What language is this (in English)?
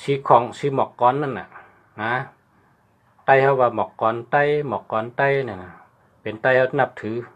Shan